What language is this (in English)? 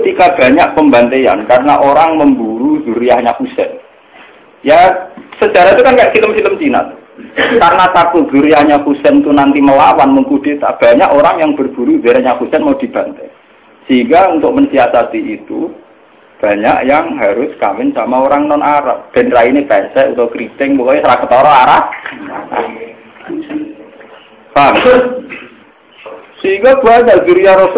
Indonesian